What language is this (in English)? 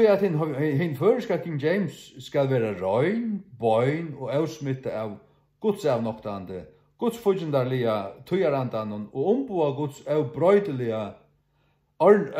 Faroese